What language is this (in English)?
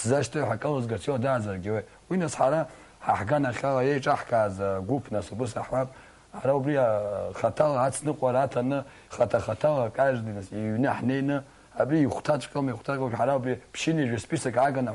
Abkhazian